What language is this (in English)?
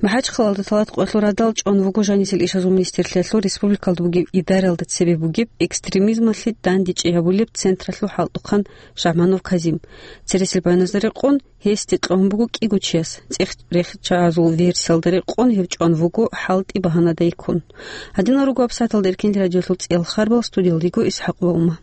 Avaric